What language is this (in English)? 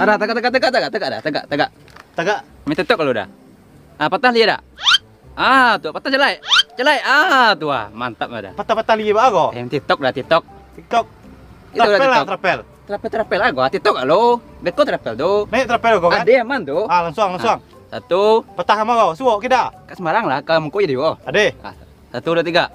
Minangkabau